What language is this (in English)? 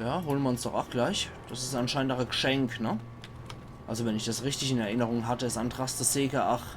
Palatine German